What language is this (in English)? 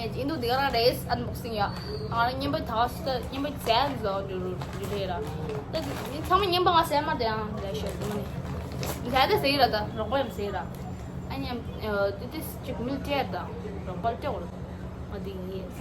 Tibetan